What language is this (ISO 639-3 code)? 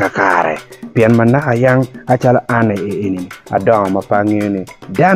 ach